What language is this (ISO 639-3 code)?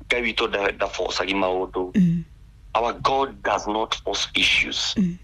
kik